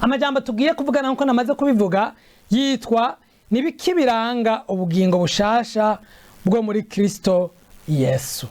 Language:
Rundi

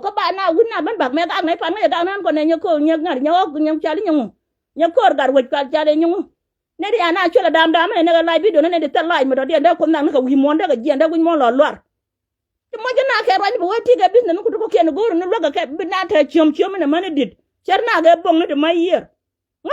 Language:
Nuer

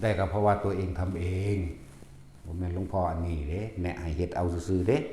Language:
Northeastern Thai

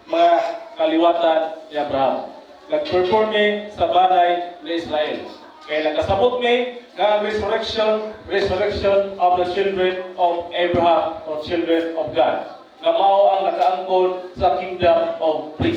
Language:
Cebuano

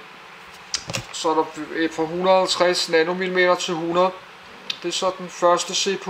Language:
Danish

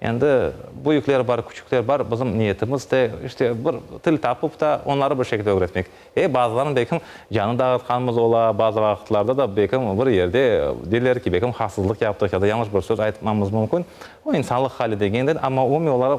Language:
Crimean Tatar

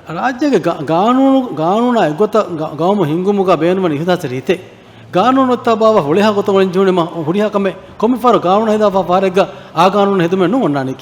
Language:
Divehi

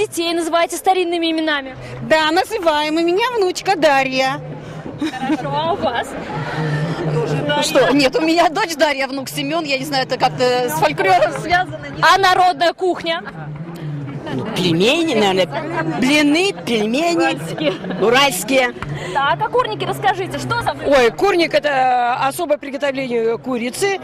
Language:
Russian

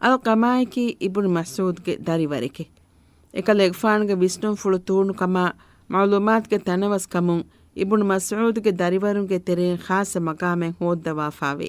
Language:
Divehi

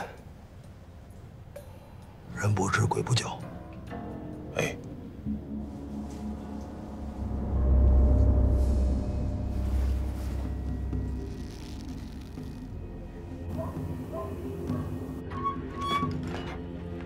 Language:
Chinese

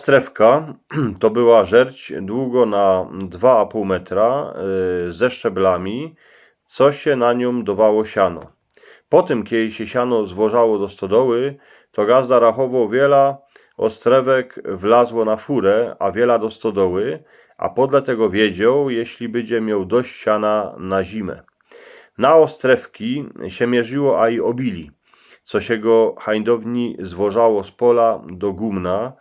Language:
Silesian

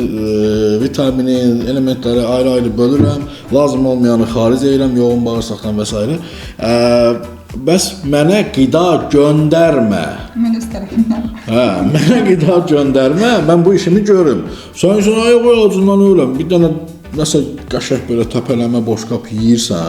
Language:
Azerbaijani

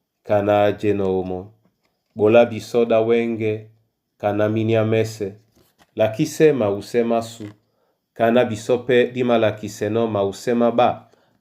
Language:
Duala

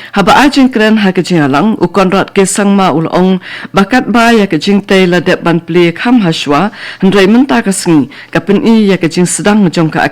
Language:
Khasi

